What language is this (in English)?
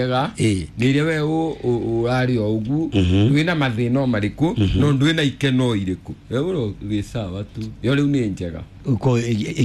Kikuyu